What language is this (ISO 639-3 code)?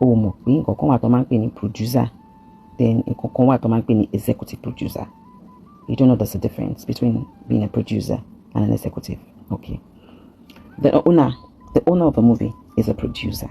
yor